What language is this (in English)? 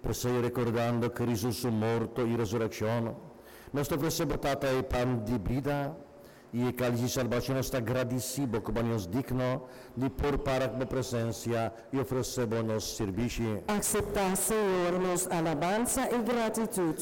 Papiamento